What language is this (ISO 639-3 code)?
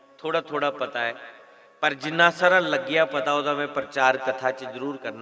doi